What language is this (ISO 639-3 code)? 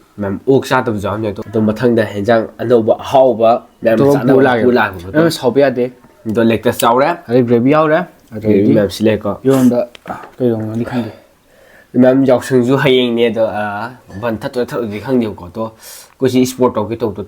mni